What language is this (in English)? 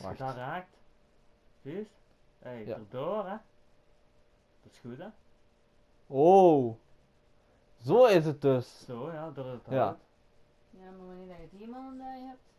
Dutch